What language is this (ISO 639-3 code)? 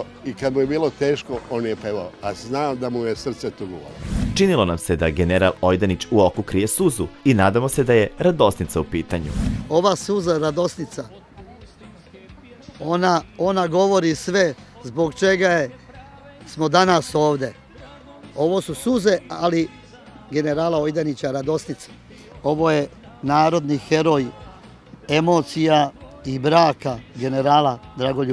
srp